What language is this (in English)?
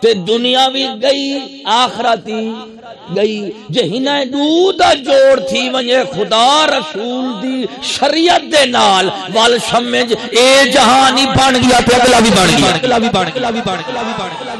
Saraiki